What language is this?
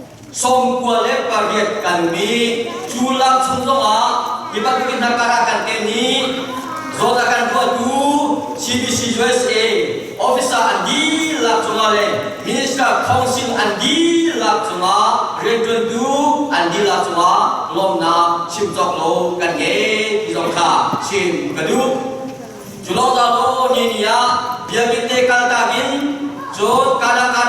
Falam Chin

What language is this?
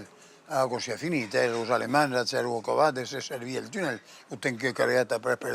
Occitan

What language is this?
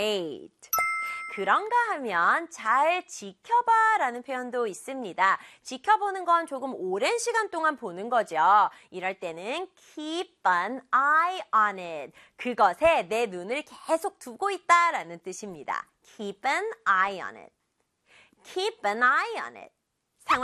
Korean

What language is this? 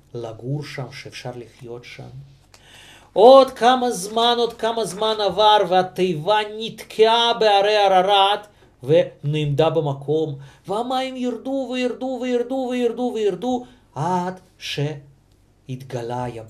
Hebrew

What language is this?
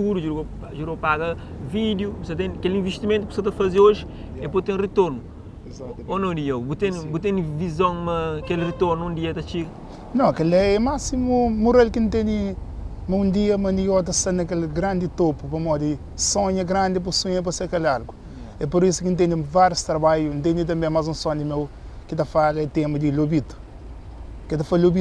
Kabuverdianu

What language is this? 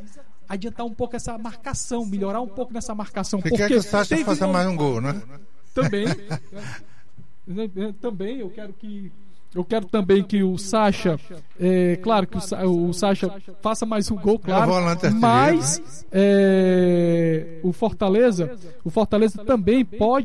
Portuguese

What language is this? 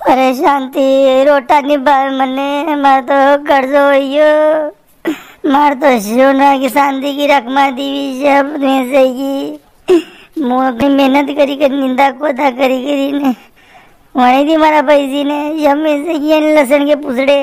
Rajasthani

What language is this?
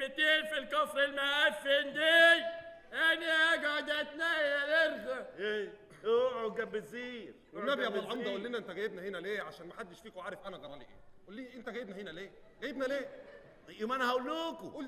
Egyptian Arabic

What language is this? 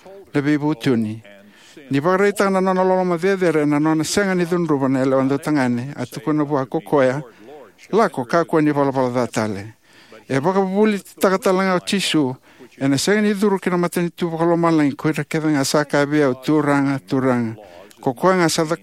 Fijian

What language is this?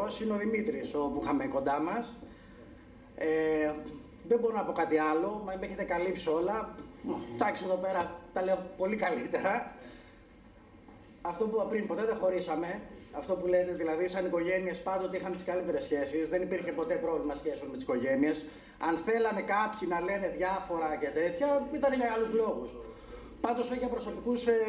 Greek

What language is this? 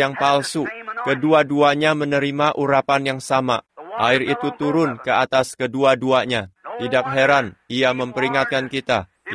Indonesian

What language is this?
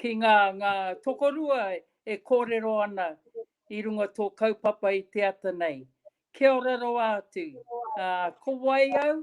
Māori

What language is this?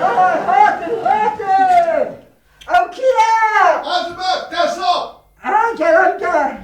Kurdish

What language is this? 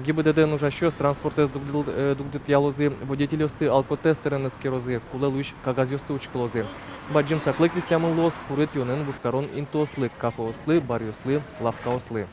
Udmurt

